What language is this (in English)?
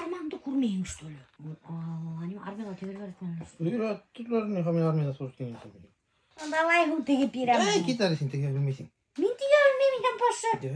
Bashkir